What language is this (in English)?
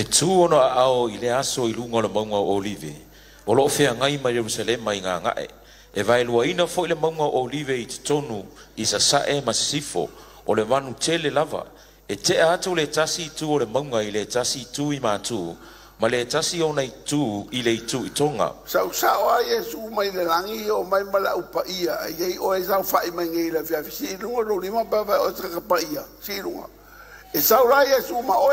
Samoan